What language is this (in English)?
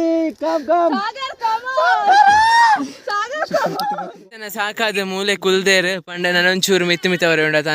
Tulu